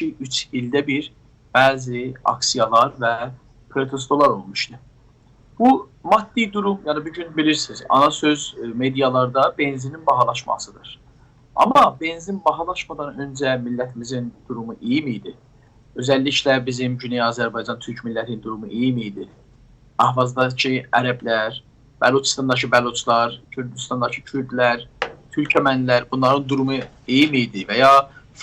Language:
South Azerbaijani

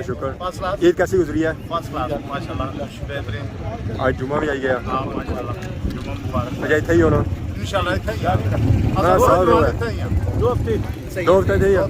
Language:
Pahari-Potwari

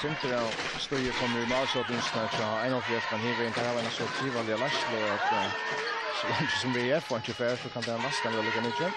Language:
Faroese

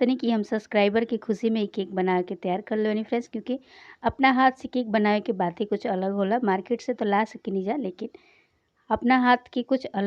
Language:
Bhojpuri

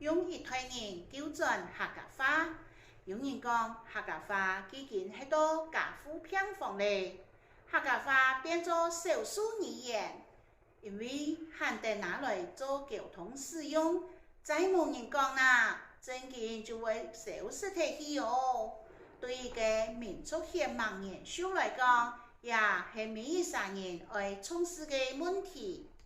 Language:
Hakka Chinese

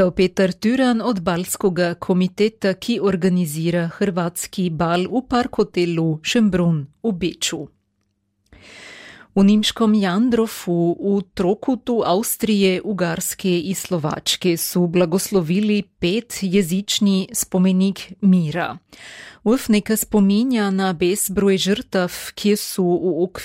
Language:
Croatian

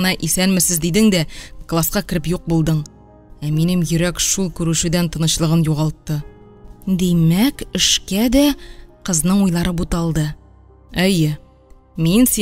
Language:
Tatar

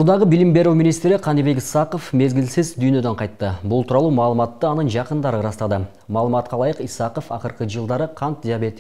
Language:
Kyrgyz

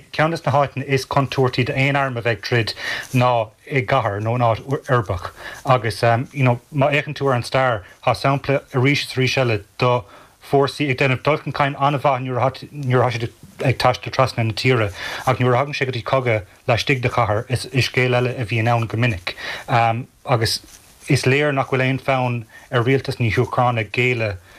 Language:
Irish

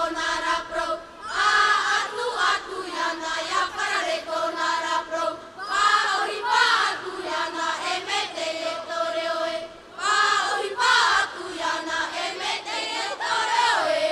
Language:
Tahitian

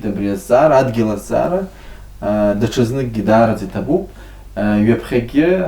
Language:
Abkhazian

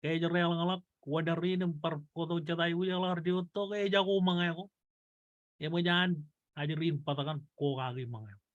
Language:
Marshallese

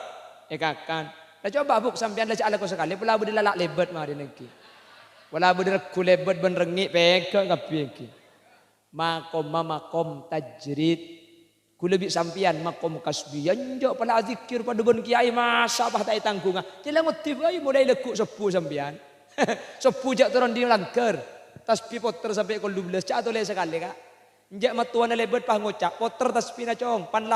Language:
Madurese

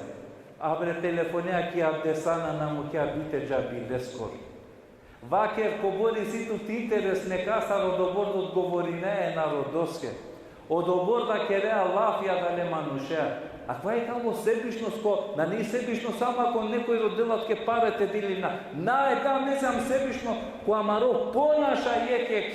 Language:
Balkan Romani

